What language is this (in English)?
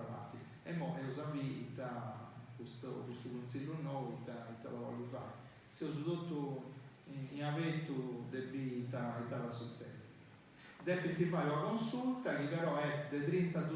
Sardinian